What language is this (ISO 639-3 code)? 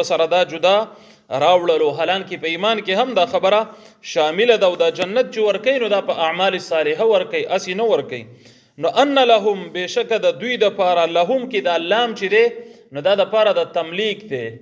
pus